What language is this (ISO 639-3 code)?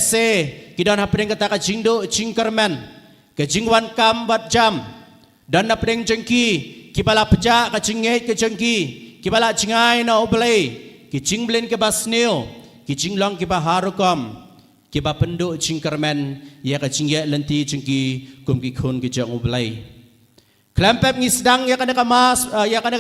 kha